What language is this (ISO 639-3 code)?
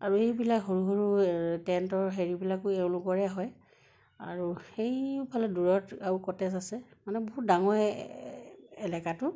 asm